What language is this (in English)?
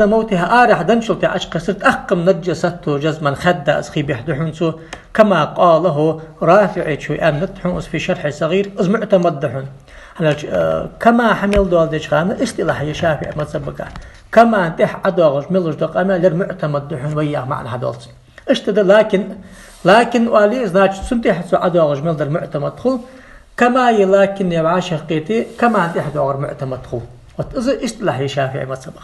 Ingush